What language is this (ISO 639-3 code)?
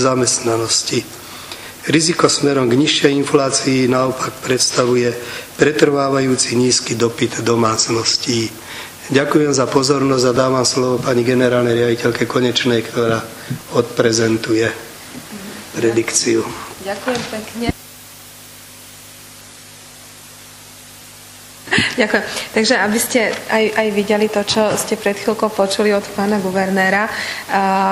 slk